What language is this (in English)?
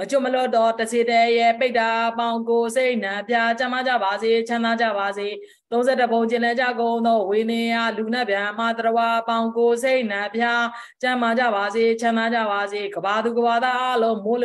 Burmese